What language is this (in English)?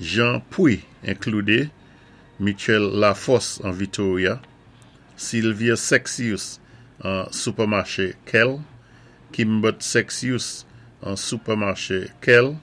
Saint Lucian Creole French